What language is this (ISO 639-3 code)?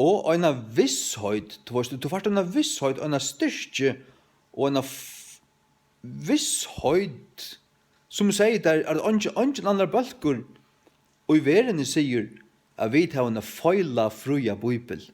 fao